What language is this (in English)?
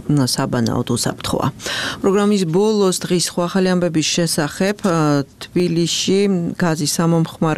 Georgian